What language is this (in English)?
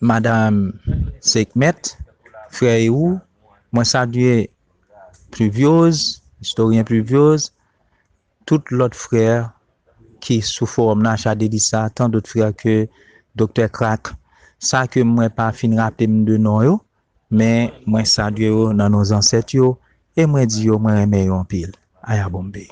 Haitian Creole